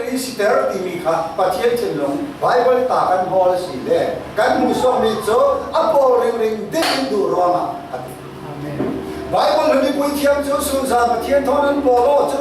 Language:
Falam Chin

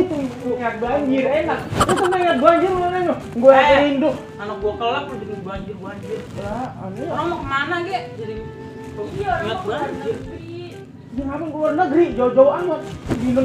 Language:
Betawi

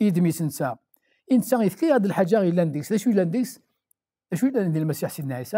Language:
Kabyle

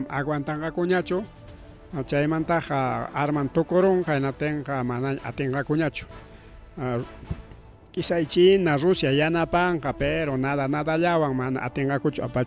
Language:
Ayacucho Quechua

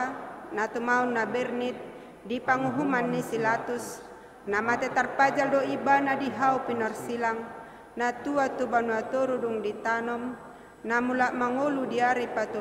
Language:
Batak Toba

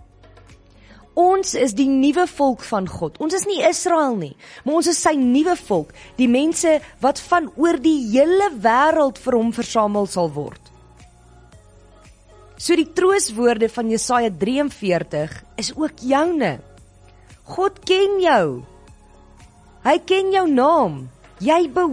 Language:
Afrikaans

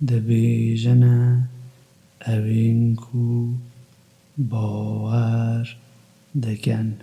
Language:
Kurdish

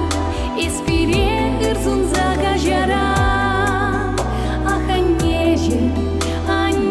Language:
Chuvash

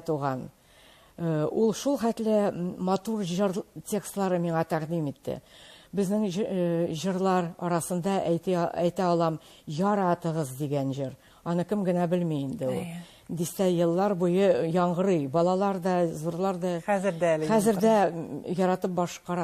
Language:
Tatar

